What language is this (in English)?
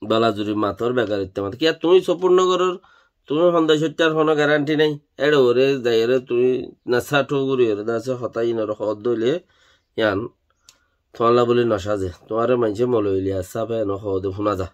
Rohingya